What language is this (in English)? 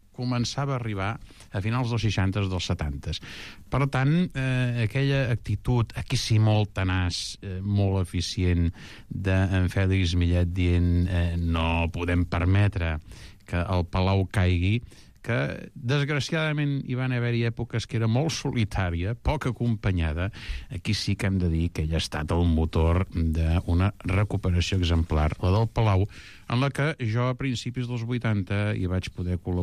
Catalan